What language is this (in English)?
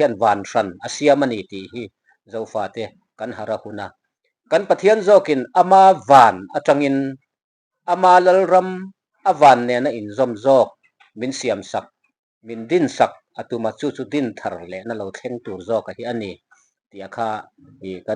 Mizo